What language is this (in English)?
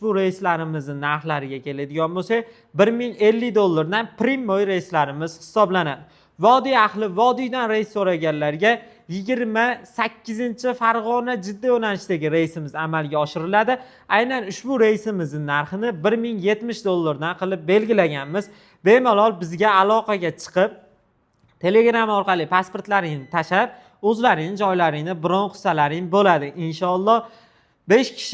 Uzbek